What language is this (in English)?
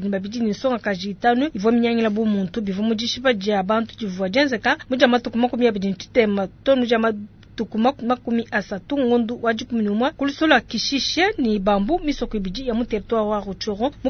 Luba-Lulua